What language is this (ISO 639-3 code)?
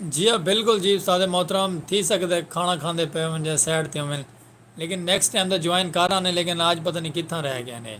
skr